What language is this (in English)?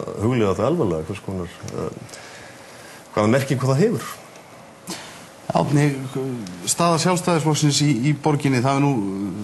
Icelandic